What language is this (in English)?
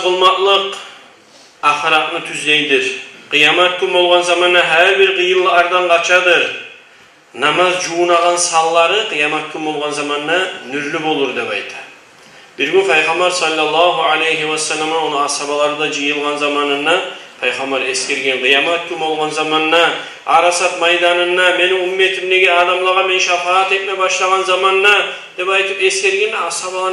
Kumyk